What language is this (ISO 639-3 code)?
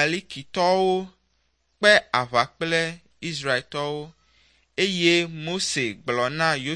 ewe